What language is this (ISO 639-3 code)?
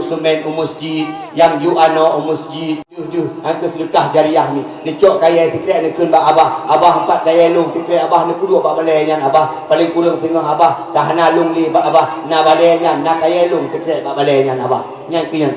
ace